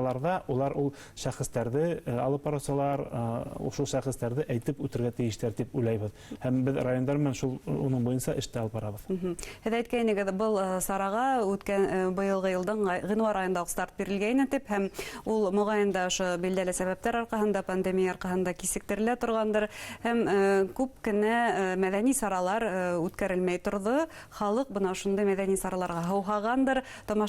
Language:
Bashkir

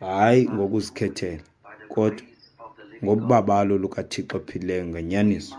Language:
Xhosa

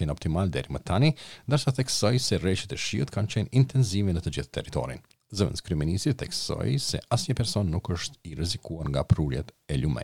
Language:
Albanian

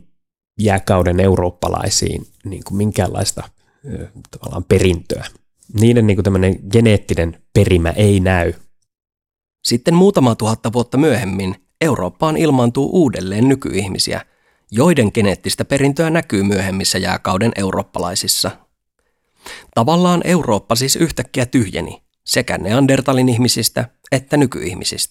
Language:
Finnish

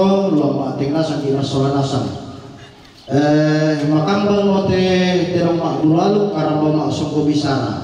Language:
Toraja-Sa'dan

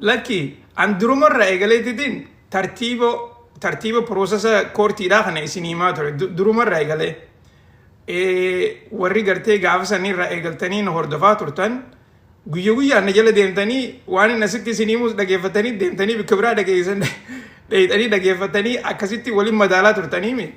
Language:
Oromo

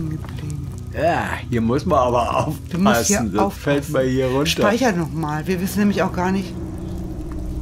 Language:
German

